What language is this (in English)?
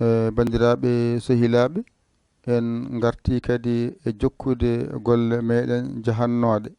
Fula